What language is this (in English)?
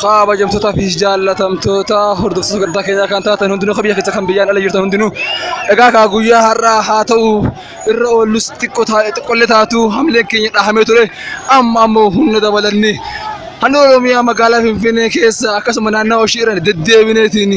Oromo